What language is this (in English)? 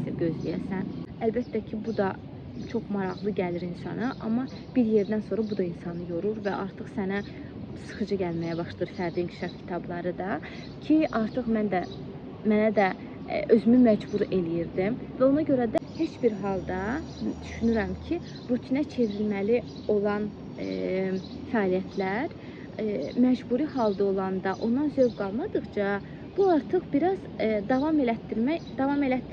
Azerbaijani